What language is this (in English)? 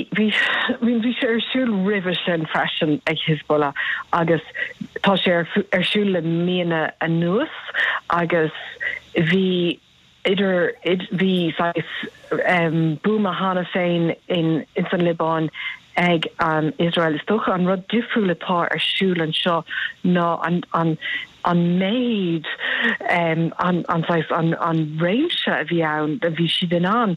Irish